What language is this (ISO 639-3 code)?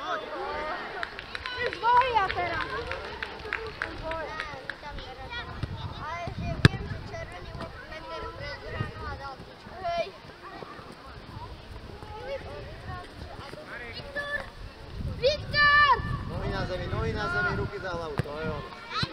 slk